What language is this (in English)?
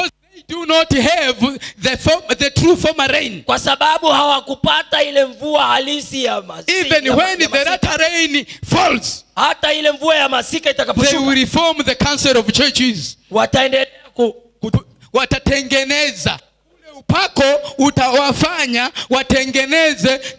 Swahili